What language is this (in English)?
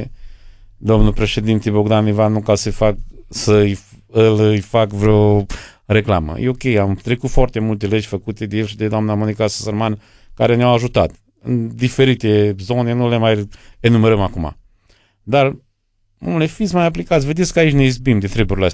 Romanian